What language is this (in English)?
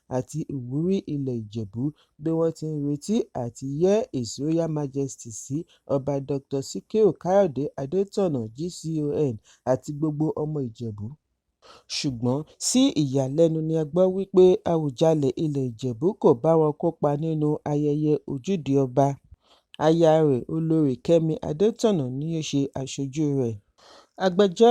Yoruba